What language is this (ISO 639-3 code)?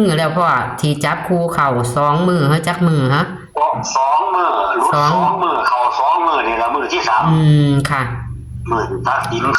tts